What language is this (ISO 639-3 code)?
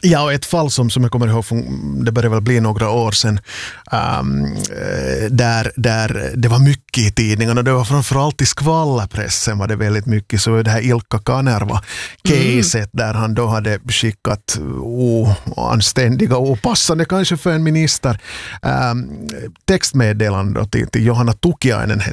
swe